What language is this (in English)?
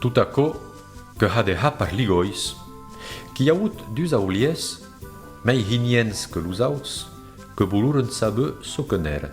Occitan